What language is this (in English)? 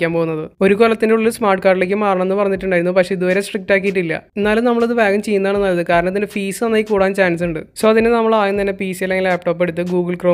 Malayalam